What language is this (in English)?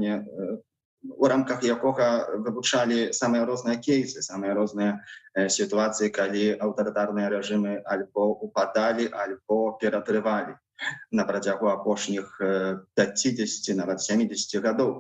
Belarusian